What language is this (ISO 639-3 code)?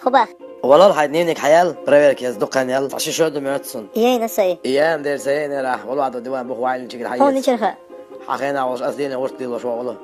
che